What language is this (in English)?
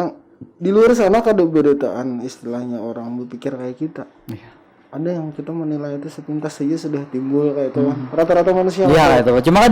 Banjar